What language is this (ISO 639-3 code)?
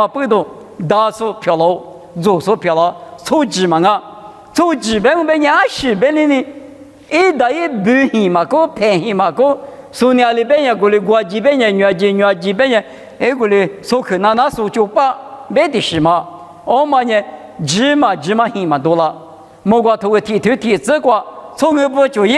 lis